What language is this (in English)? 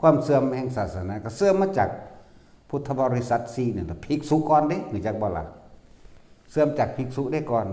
Northeastern Thai